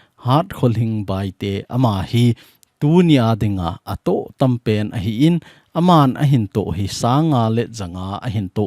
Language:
Thado Chin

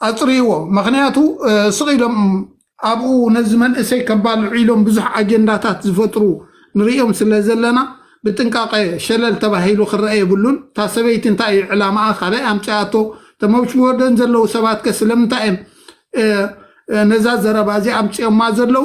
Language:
Tigrinya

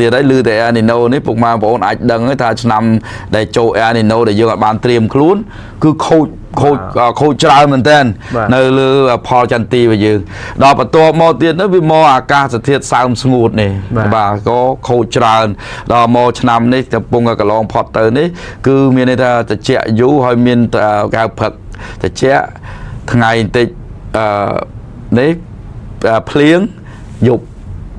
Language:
Khmer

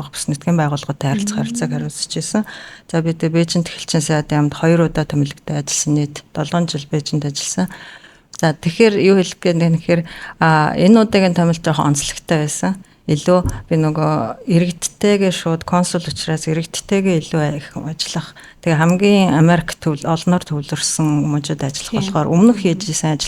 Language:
Mongolian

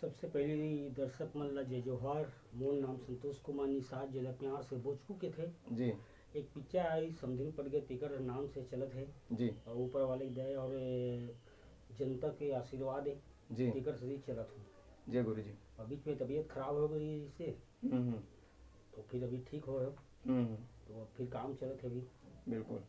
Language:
Chhattisgarhi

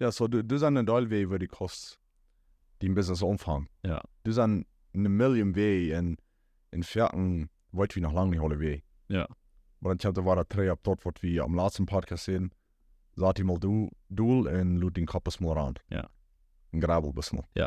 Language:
Plautdietsch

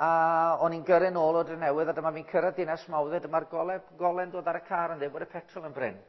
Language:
Welsh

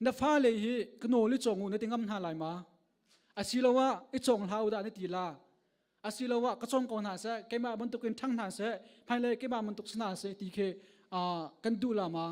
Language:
Hakha Chin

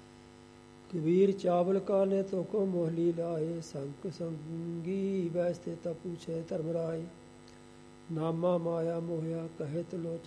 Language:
Punjabi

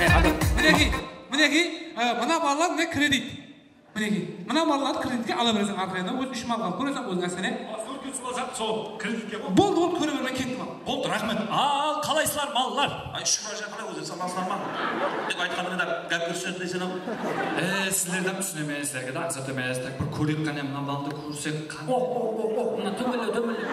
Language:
Kara-Kalpak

